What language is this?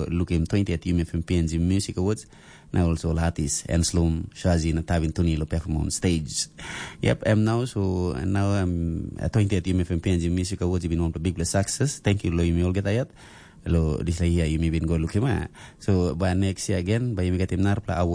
Tok Pisin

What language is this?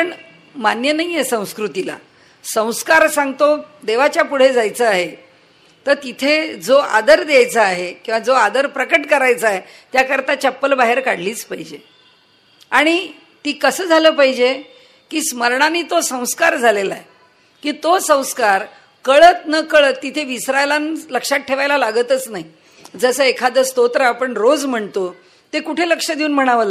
Marathi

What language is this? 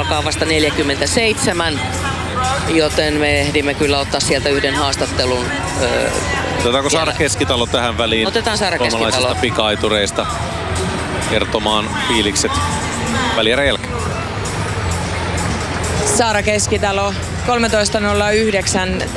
Finnish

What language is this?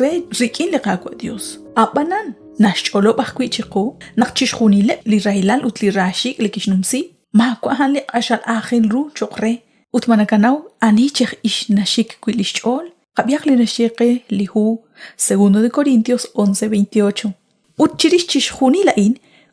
Kekchí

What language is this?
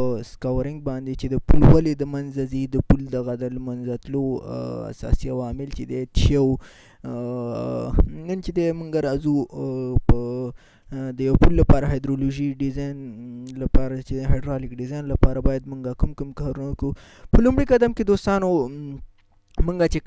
Pashto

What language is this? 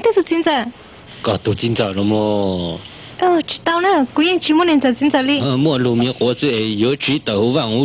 Hmong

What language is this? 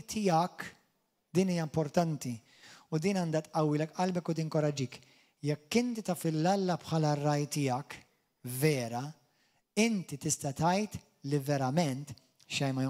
Maltese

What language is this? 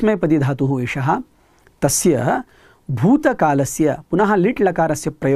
Sanskrit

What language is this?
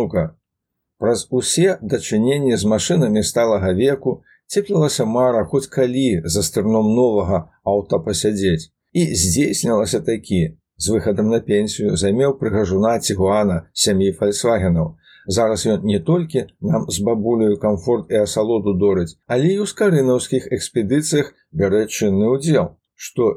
Belarusian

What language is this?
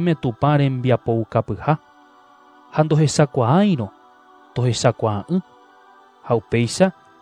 Guarani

